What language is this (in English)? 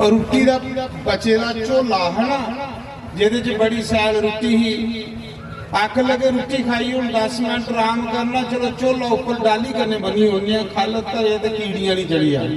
Dogri